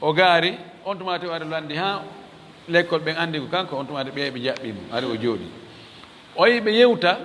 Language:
Fula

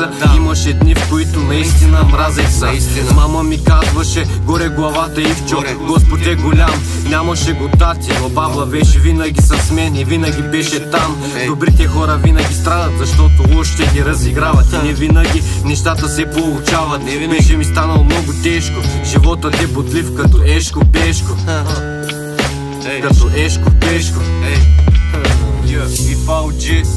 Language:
Bulgarian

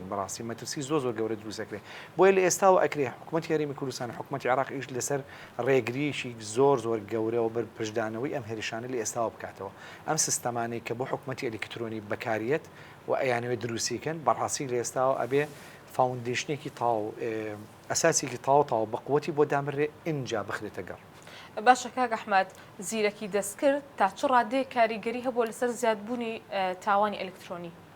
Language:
Central Kurdish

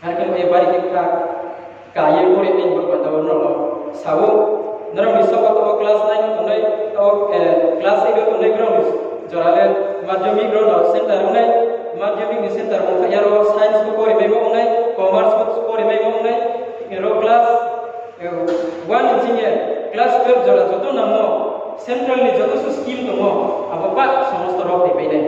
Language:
Riang (India)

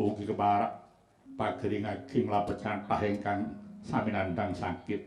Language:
Javanese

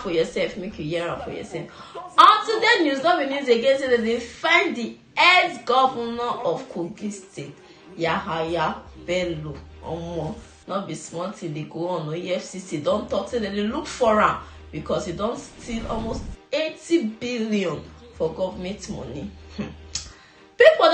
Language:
Nigerian Pidgin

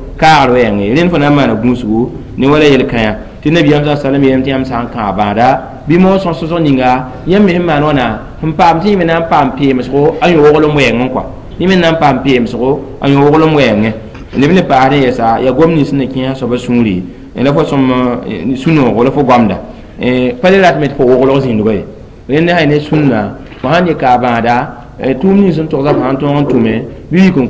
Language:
Mossi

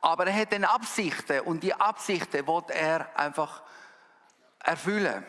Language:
Swiss German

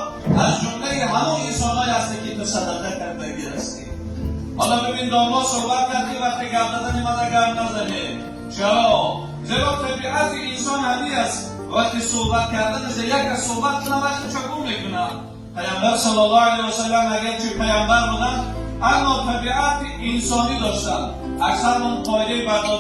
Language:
Tajik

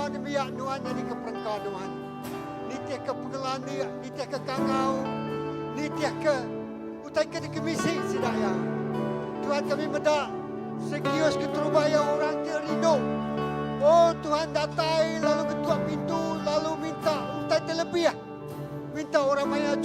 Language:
Iban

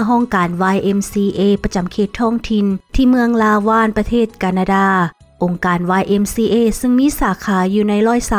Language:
Lao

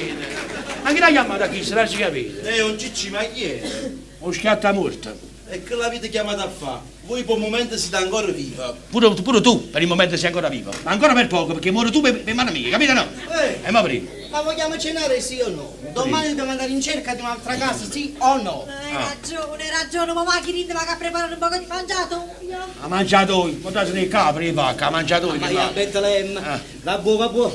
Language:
Neapolitan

